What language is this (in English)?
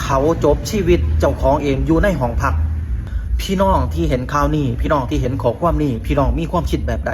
Lao